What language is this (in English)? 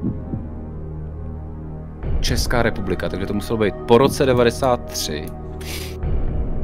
Czech